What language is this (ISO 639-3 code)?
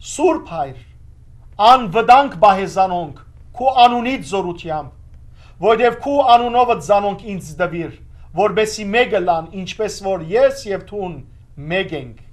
hyw